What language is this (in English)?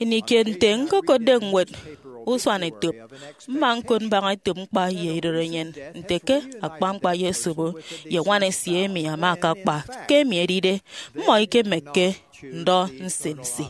Efik